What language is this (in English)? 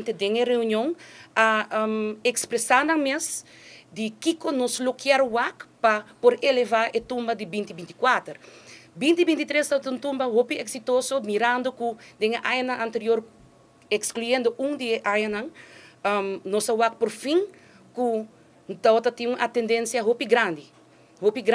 Papiamento